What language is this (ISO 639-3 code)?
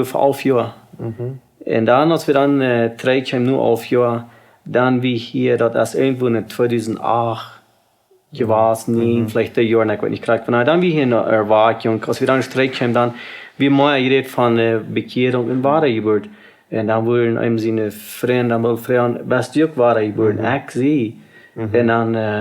pdt